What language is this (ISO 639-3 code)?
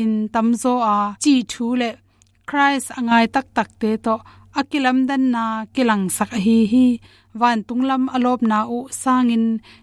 ctd